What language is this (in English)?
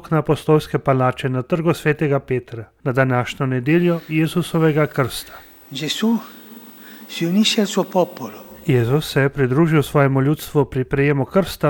Slovenian